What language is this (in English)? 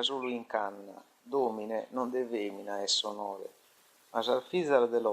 Sardinian